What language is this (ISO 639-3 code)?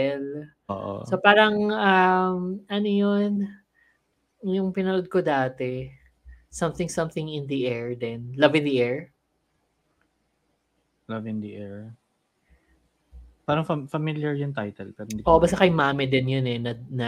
fil